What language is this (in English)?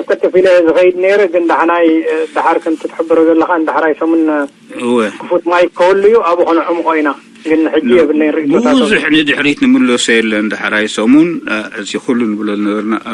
Tigrinya